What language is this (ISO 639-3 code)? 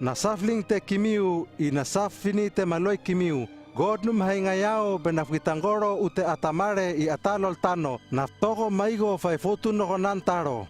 lml